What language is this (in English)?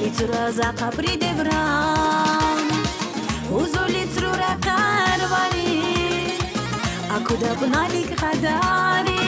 Tabassaran